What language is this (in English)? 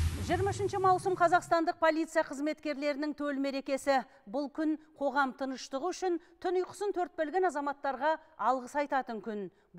Kazakh